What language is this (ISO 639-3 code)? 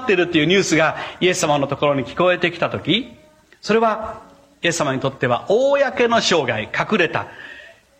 jpn